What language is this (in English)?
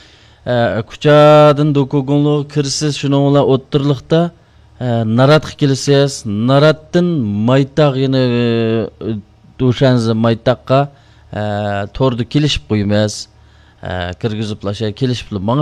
Uyghur